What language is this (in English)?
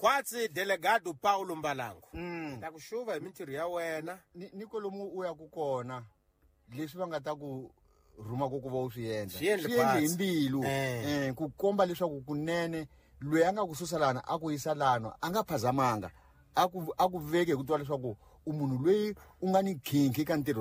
Tsonga